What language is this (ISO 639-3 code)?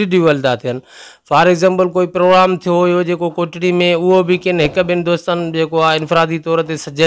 snd